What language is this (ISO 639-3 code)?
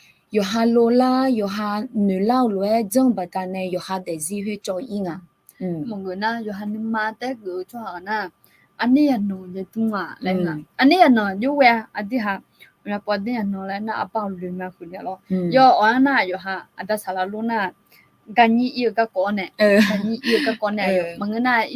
ahk